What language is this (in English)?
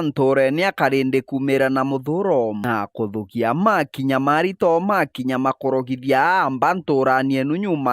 Meru